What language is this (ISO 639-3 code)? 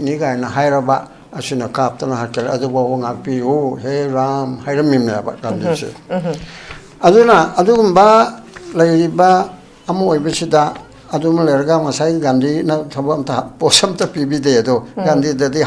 mni